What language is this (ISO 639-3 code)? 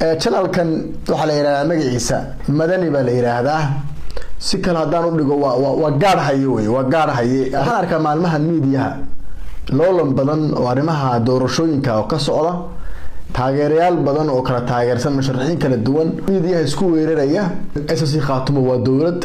som